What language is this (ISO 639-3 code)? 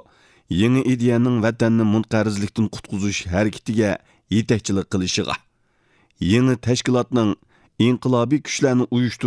uig